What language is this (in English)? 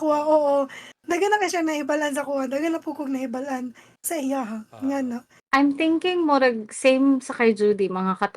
Cebuano